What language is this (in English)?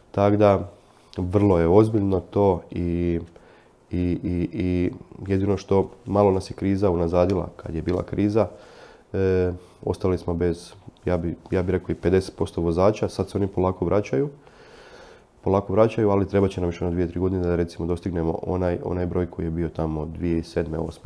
Croatian